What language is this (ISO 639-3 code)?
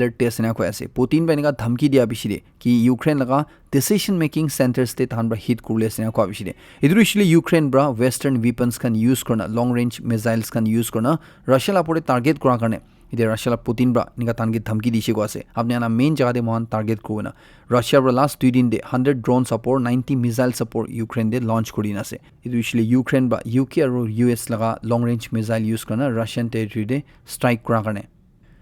nag